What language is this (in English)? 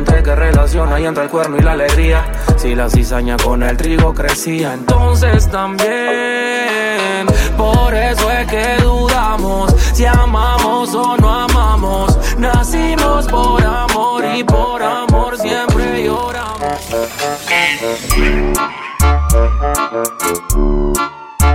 Spanish